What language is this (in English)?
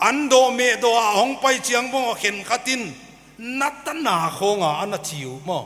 Paite Chin